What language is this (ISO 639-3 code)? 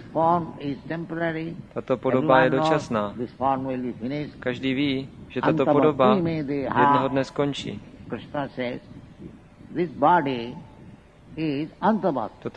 ces